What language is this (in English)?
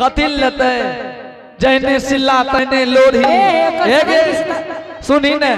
Angika